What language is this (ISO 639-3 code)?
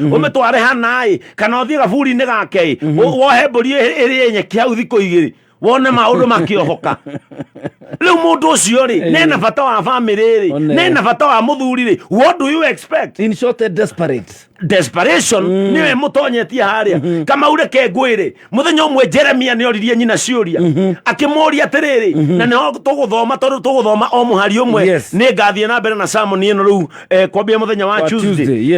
kik